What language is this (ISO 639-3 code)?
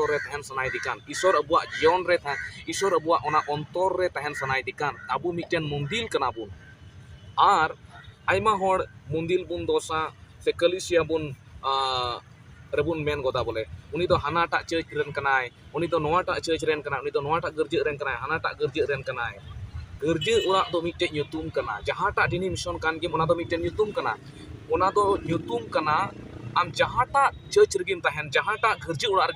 sat